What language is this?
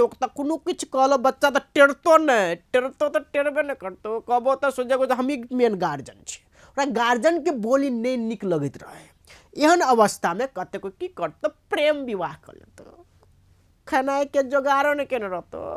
Maithili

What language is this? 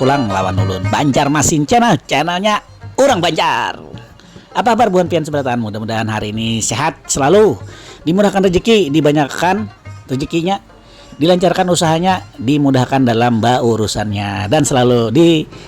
Banjar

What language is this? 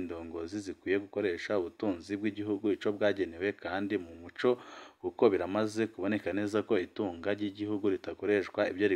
Rundi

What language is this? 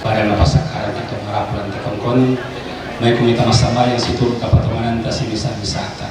Toraja-Sa'dan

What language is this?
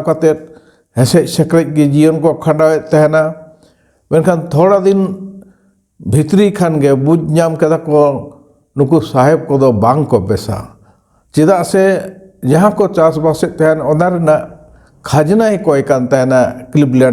Santali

